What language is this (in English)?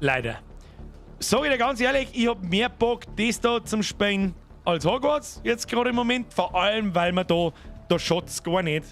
Bavarian